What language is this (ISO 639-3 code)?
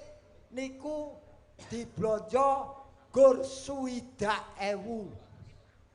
jav